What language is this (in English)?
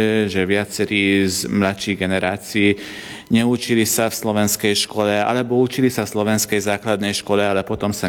Slovak